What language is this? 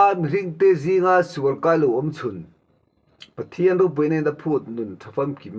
Mizo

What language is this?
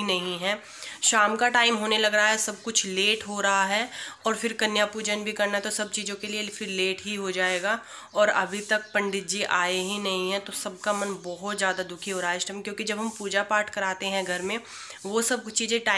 Hindi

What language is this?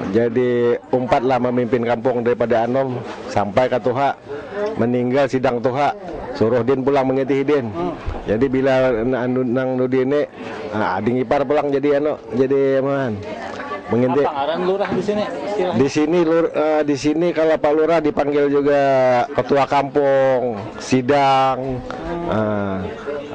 Banjar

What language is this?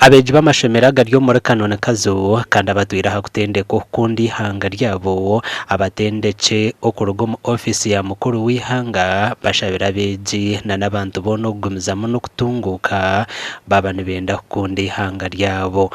Nyankole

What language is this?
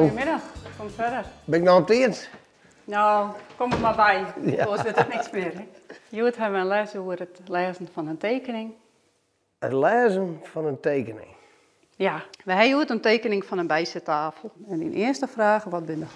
Western Frisian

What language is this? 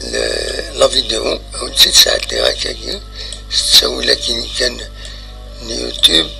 Kabyle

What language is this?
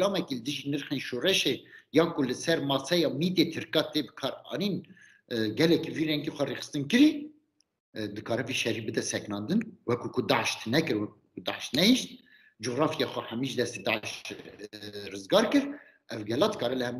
Kurdish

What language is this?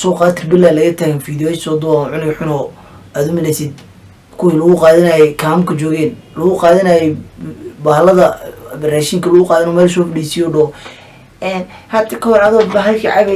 Somali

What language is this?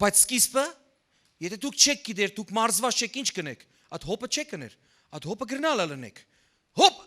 Western Armenian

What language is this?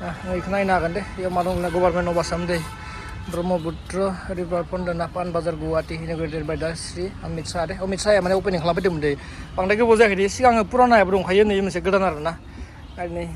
Bodo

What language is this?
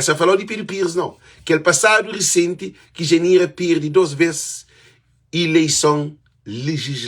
Kabuverdianu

